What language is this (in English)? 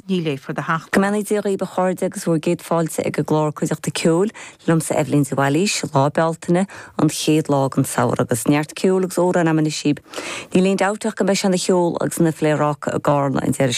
Irish